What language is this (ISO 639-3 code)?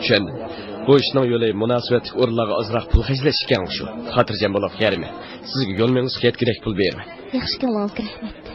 uig